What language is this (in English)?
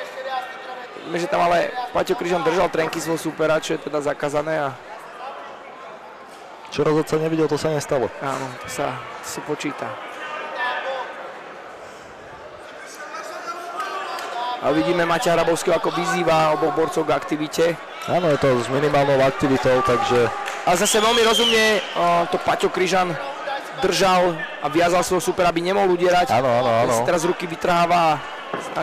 Slovak